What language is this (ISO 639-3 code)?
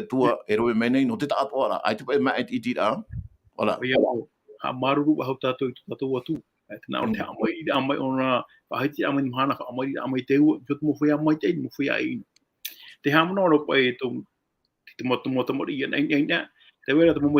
tah